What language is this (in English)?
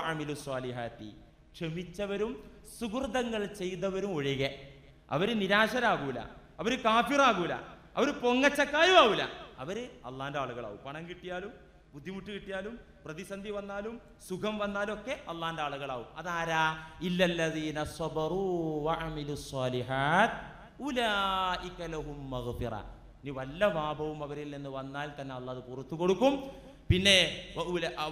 Malayalam